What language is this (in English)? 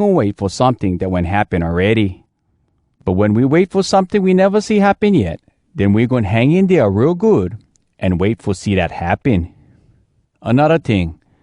Hawai'i Creole English